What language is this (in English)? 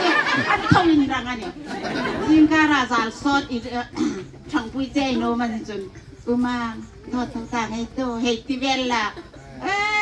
Hmar